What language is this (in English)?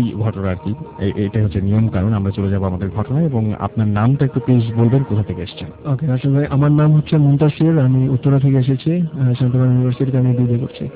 Bangla